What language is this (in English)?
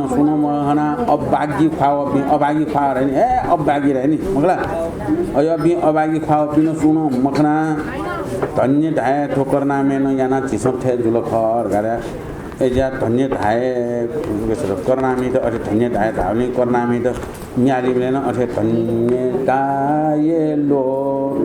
Newari